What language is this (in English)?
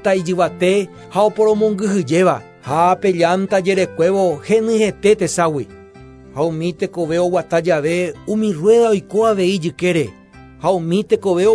Guarani